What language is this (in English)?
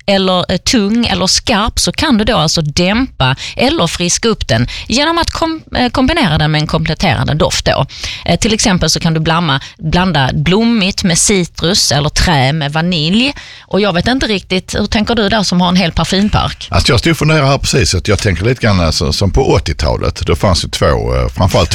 Swedish